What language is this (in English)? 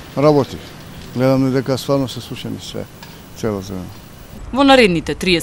Macedonian